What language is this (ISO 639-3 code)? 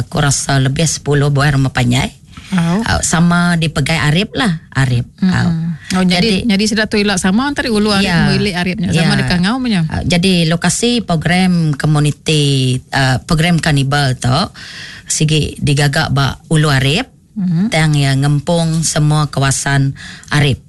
iba